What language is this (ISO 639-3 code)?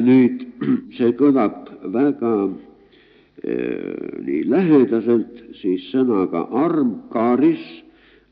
est